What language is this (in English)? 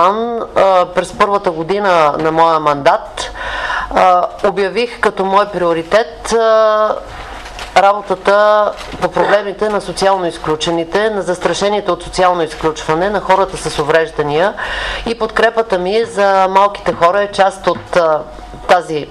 Bulgarian